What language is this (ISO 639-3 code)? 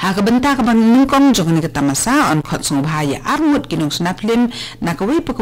kha